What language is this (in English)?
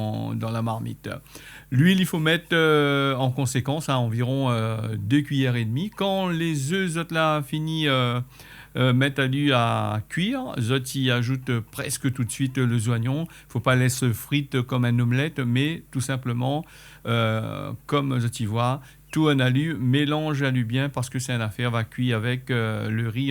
Réunion Creole French